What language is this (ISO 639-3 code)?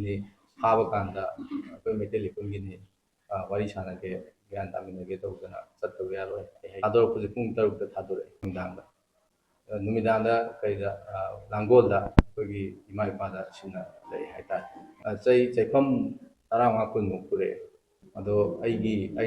mni